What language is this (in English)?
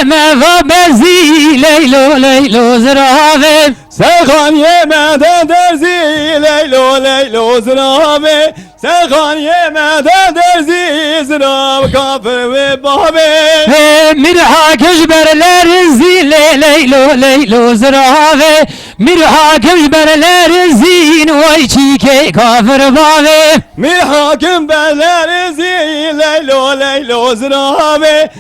Kurdish